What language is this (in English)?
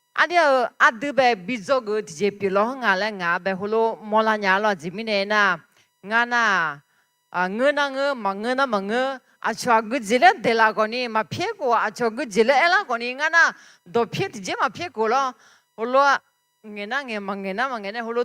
Akha